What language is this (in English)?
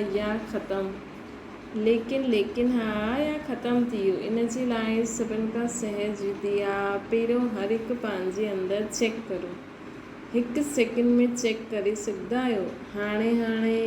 Sindhi